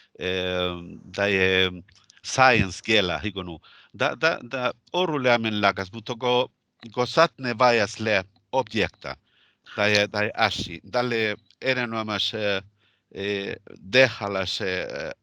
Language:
Northern Sami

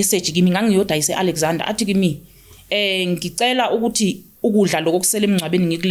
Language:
Zulu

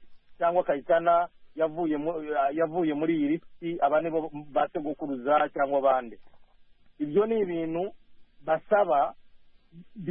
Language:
Kinyarwanda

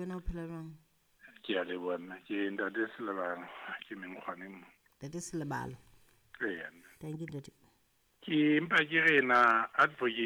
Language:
Southern Sotho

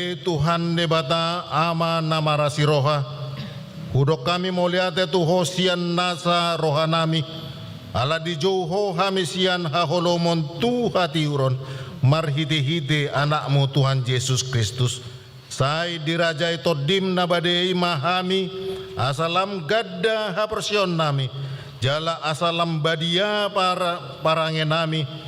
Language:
Batak Toba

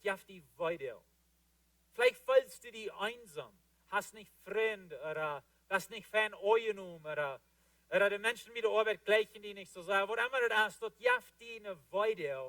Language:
Plautdietsch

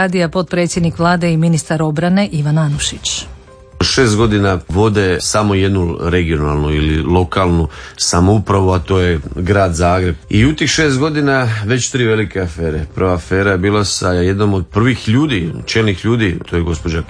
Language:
Croatian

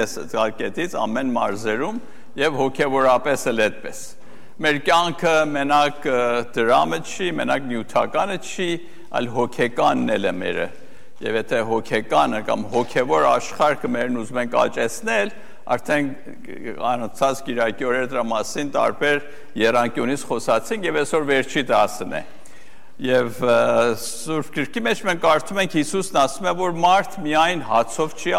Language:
Armenian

